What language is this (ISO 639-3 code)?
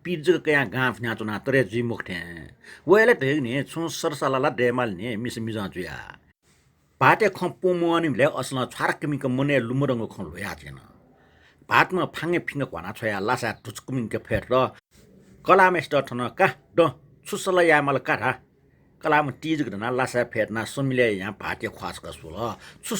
new